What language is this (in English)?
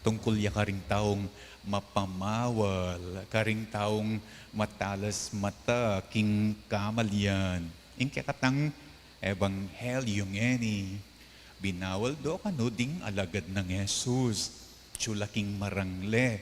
Pampanga